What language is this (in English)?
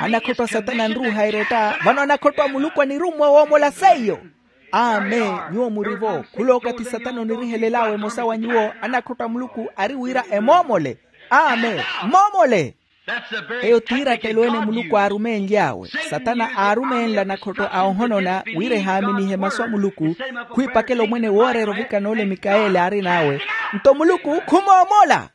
Makhuwa